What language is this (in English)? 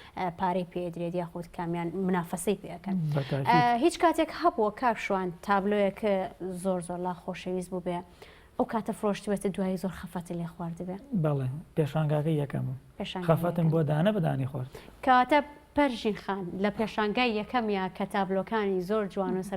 Central Kurdish